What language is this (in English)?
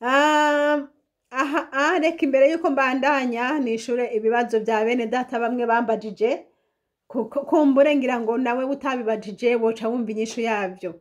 Rundi